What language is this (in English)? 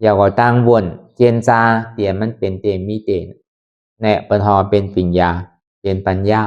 Lü